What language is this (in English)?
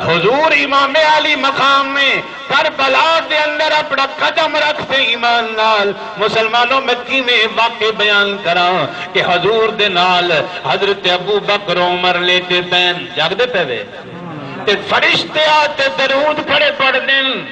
Saraiki